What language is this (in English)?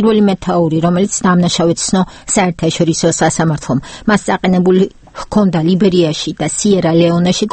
Georgian